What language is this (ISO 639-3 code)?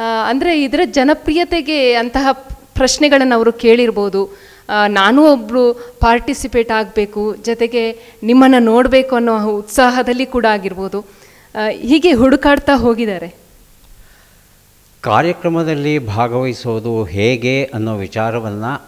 kan